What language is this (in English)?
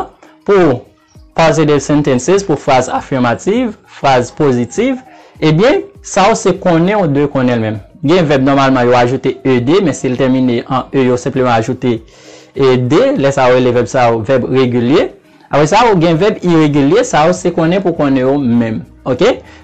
Haitian Creole